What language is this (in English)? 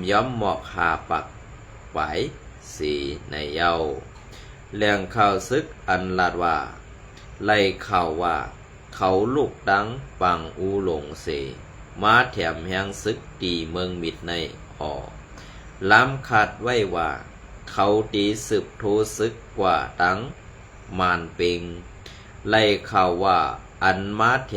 Shan